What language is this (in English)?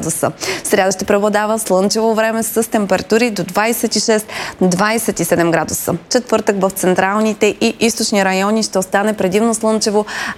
Bulgarian